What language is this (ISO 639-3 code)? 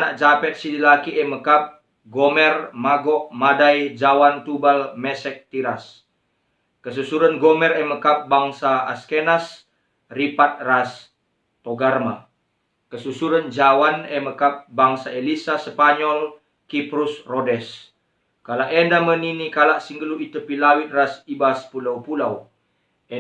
btx